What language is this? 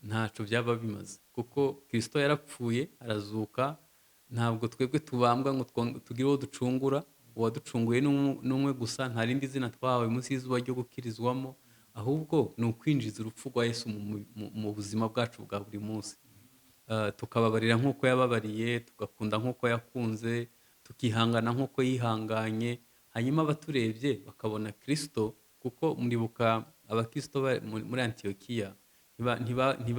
Kinyarwanda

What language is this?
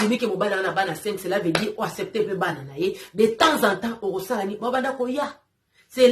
Lingala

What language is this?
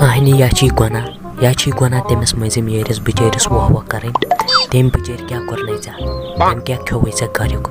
Kashmiri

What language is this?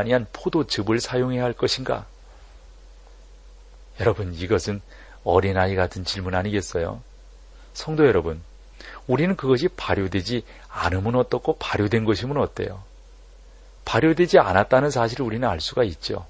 Korean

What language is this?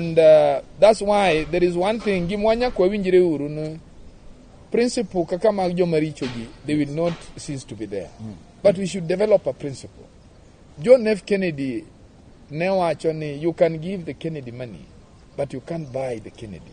Luo (Kenya and Tanzania)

